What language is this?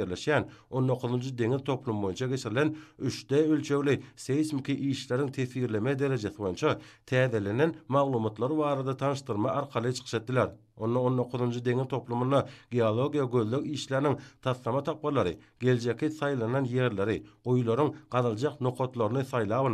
Turkmen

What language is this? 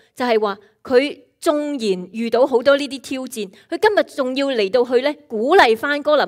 Cantonese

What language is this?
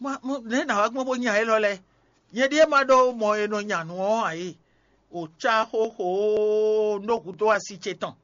Fon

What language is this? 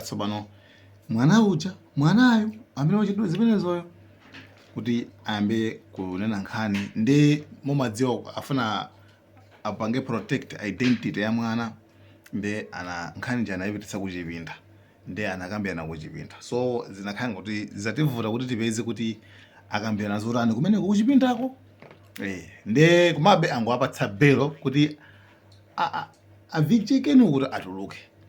Nyanja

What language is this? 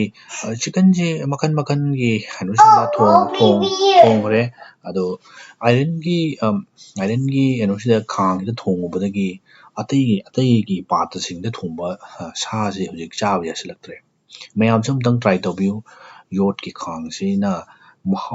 Manipuri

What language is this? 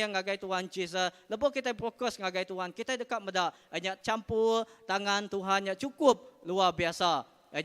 Iban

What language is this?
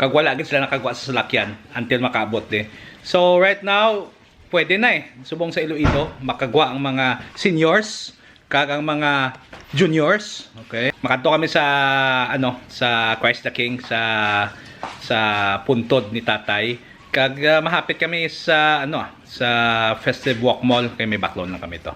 Hiligaynon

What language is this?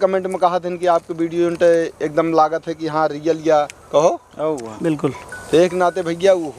Awadhi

